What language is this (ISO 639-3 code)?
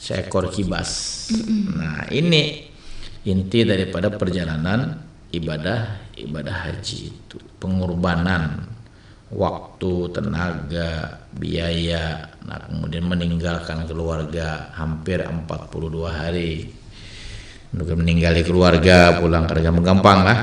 bjn